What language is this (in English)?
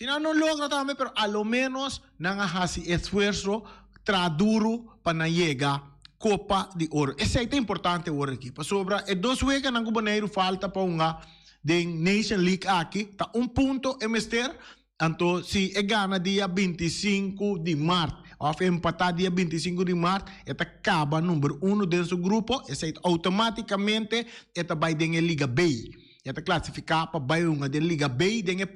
Papiamento